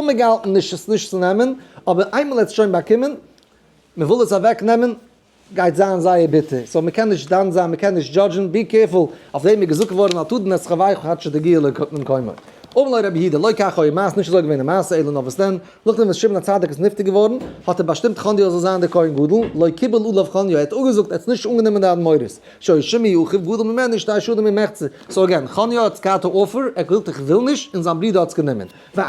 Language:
Yiddish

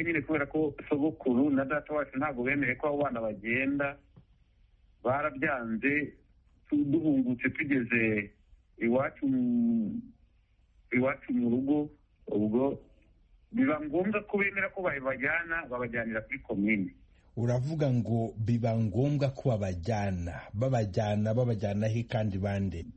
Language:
Kinyarwanda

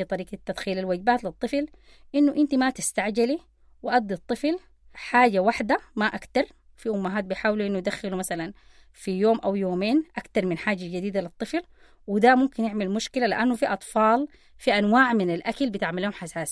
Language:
Sudanese Arabic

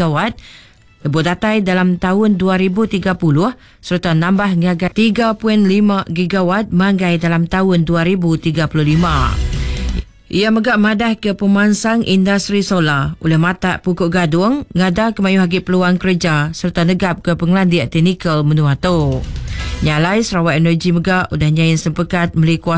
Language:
Iban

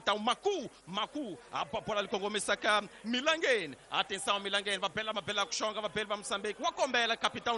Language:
Tsonga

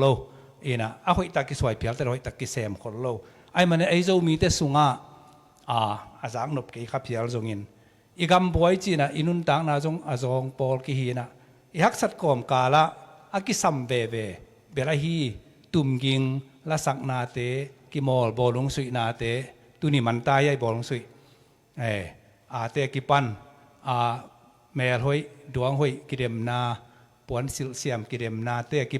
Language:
Tedim Chin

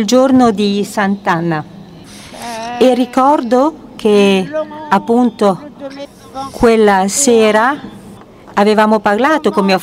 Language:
Italian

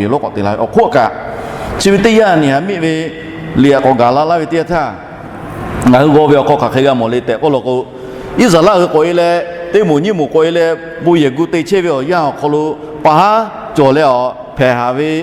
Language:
Lahu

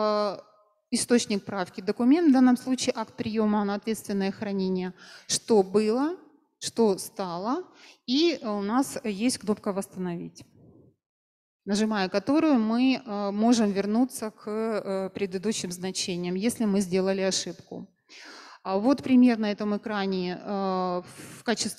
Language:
Russian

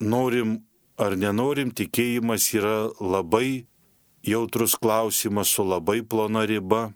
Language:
Lithuanian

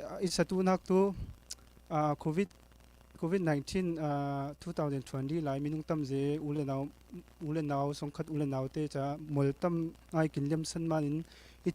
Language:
Falam Chin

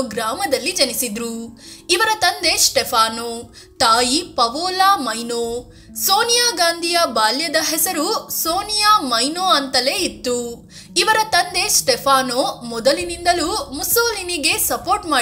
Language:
Kannada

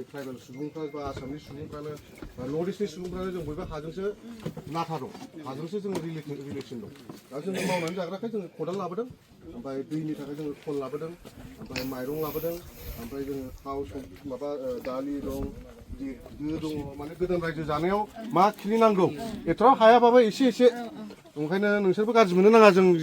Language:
Bodo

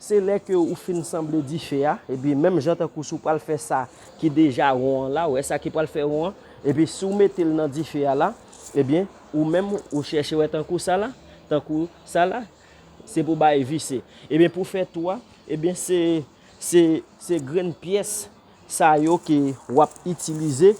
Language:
Haitian Creole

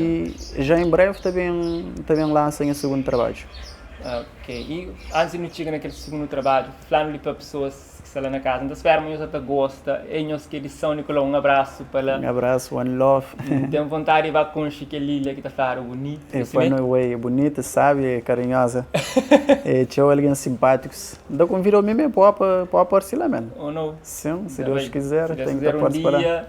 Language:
Kabuverdianu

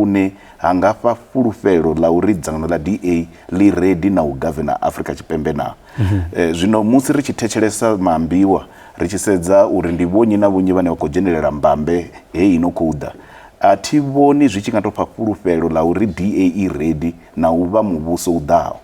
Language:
Venda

